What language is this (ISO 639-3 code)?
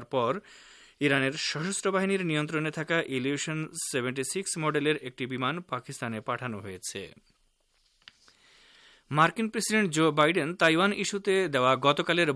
ben